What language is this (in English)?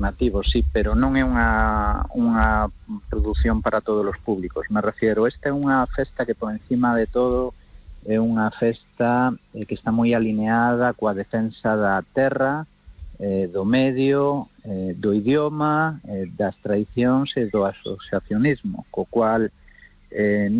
Galician